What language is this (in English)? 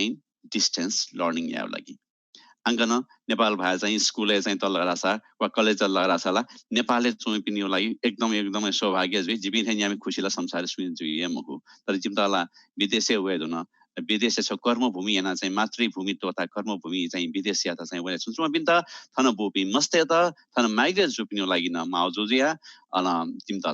Newari